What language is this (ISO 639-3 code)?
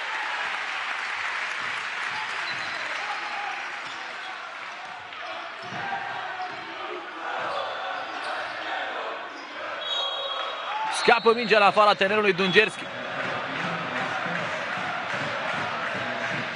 ron